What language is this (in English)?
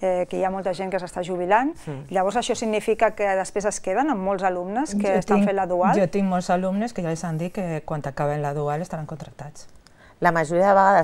Catalan